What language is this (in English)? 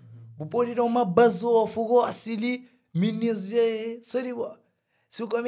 Kabuverdianu